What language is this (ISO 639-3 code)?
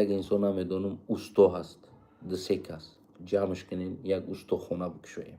tgk